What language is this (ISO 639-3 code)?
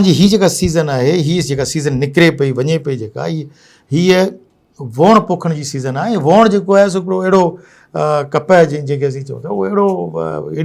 snd